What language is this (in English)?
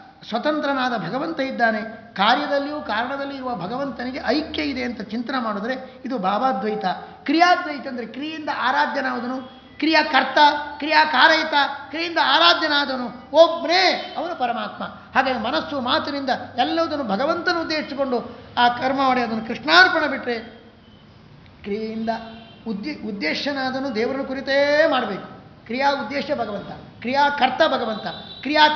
Kannada